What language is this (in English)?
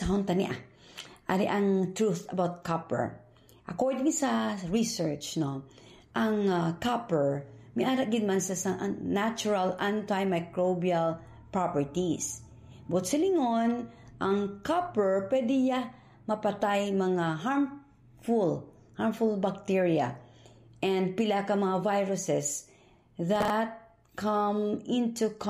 Hiligaynon